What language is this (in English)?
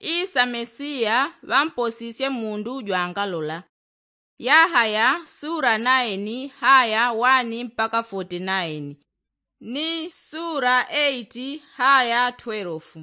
Yao